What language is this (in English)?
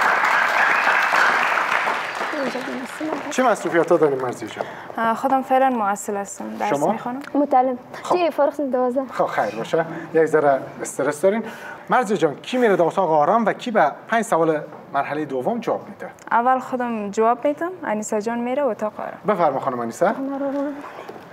Persian